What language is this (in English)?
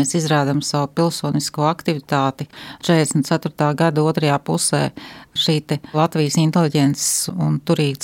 Latvian